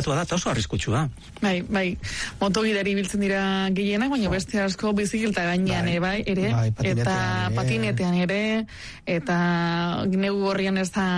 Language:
Basque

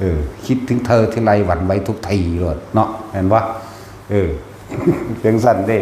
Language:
Northeastern Thai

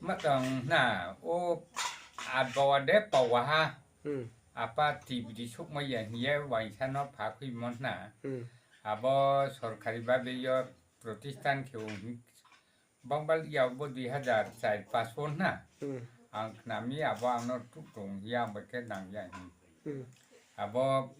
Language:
Riang (India)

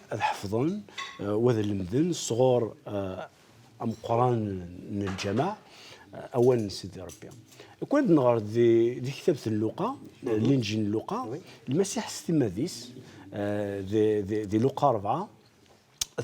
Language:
Kabyle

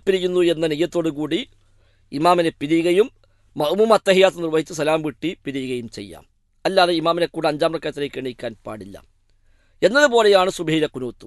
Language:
Malayalam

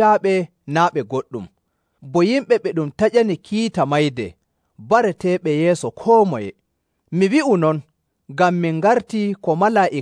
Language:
Nigerian Fulfulde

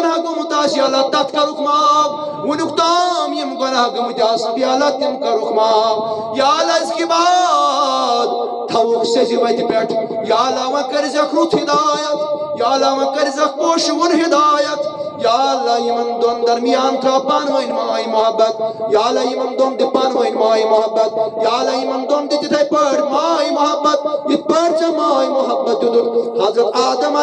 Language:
Kashmiri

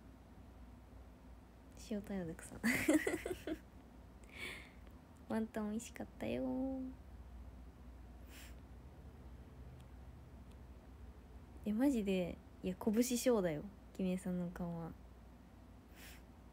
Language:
Japanese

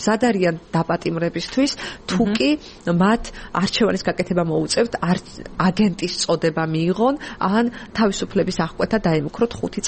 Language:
Georgian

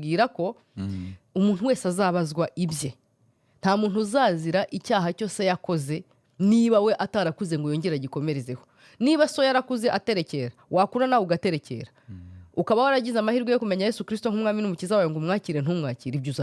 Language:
Kinyarwanda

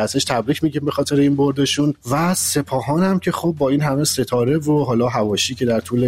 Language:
Persian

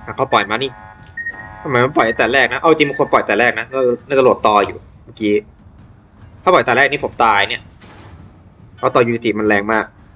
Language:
Thai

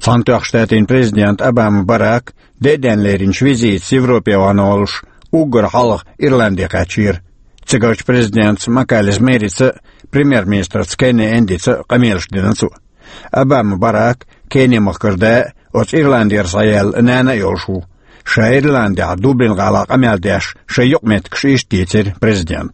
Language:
Chechen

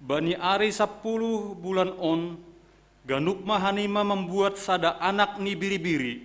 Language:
Batak Simalungun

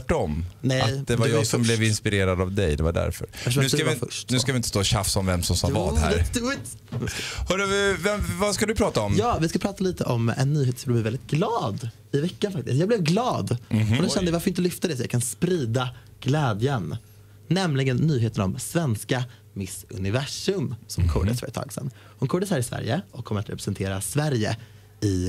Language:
Swedish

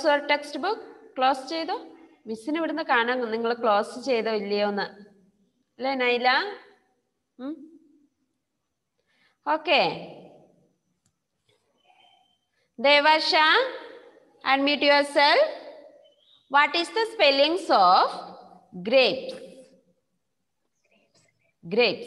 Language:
Malayalam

